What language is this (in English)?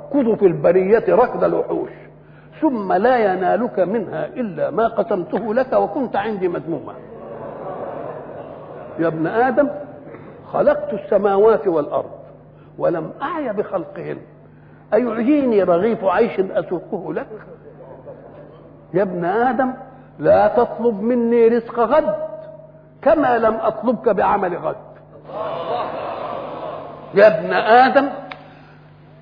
Egyptian Arabic